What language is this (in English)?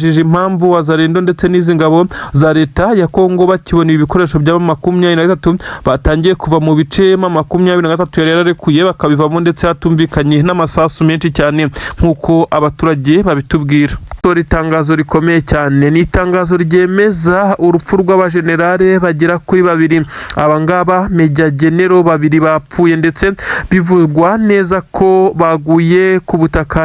Kinyarwanda